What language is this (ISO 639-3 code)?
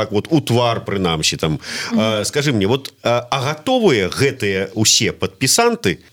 bel